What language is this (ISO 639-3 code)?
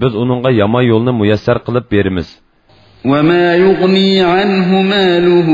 uig